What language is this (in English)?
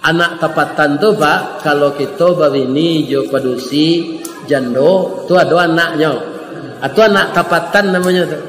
Minangkabau